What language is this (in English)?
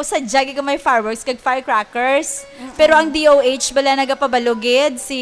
Hiligaynon